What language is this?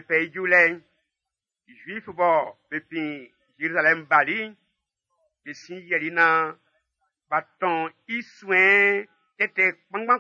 Baoulé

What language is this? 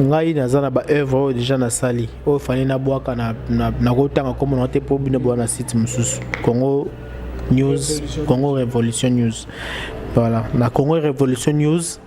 Lingala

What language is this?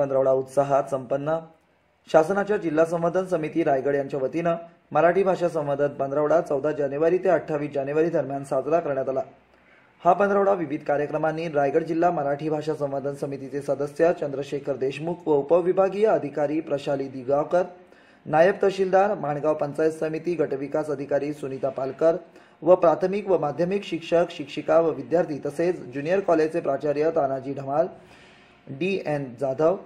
Marathi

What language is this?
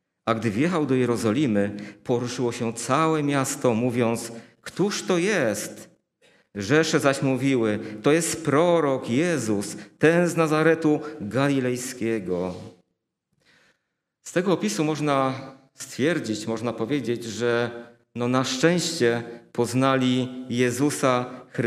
Polish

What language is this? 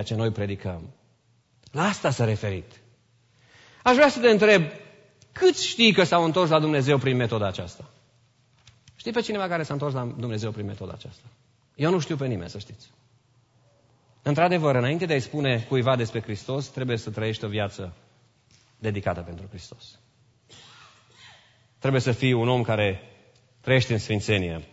Romanian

